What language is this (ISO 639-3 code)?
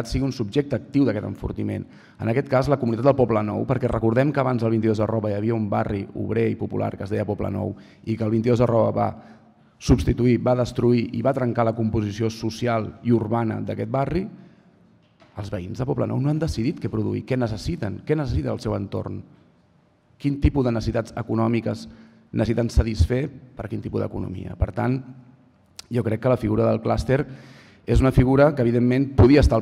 cat